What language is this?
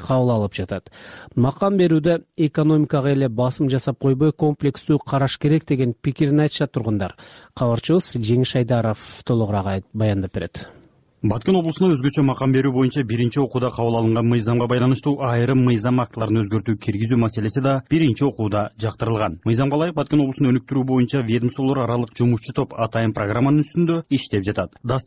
Kyrgyz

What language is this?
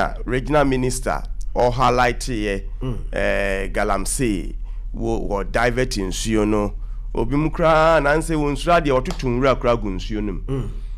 Akan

